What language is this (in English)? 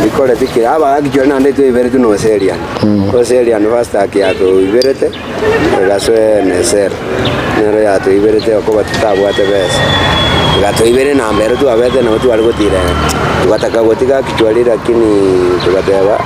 Gusii